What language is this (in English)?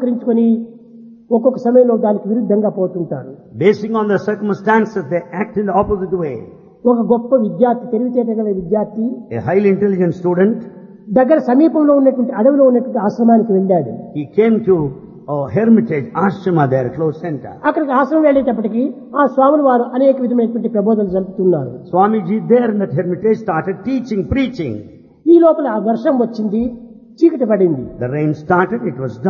Telugu